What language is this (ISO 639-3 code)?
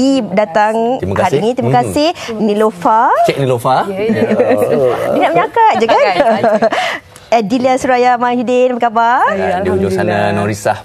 msa